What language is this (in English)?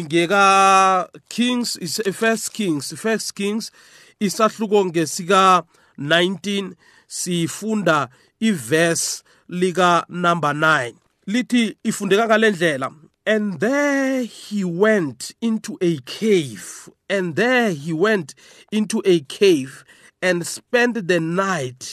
South Ndebele